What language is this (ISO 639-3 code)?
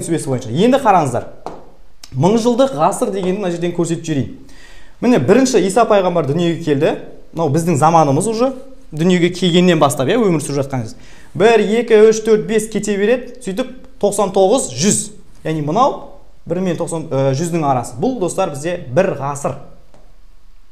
kaz